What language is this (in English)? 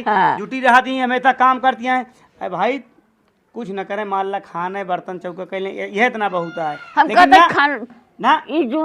Awadhi